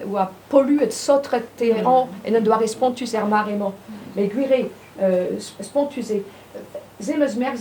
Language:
Breton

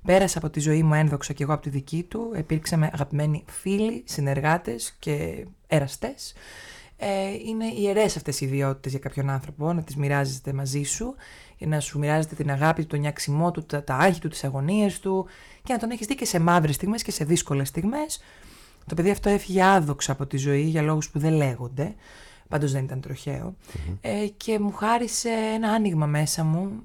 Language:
Greek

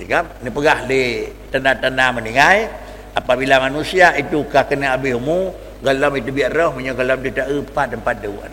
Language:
Achinese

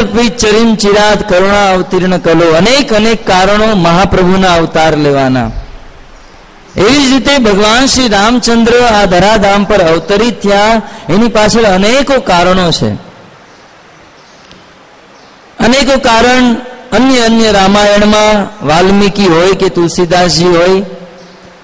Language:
Gujarati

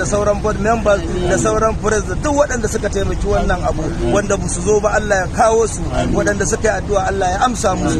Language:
Hausa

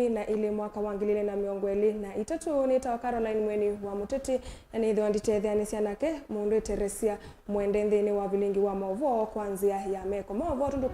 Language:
Kamba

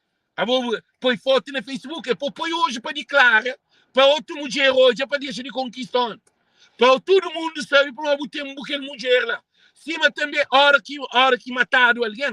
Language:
Kabuverdianu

